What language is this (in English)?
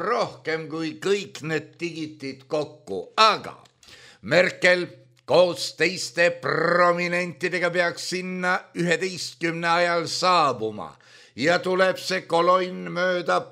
Estonian